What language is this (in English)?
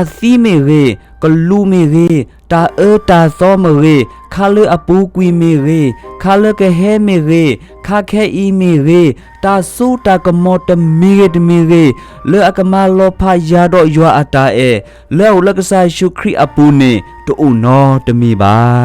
S'gaw Karen